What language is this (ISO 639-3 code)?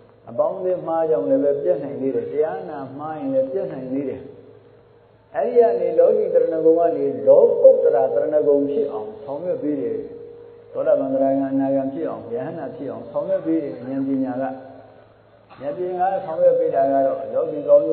mya